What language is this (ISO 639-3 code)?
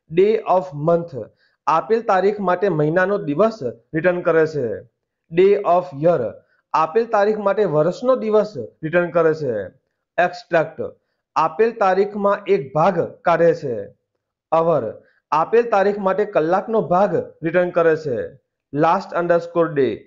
guj